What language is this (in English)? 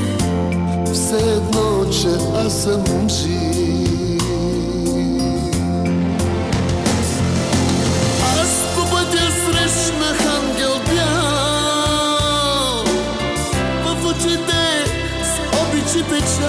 Bulgarian